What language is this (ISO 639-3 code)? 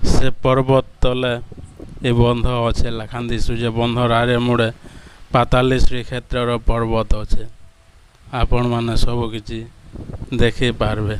spv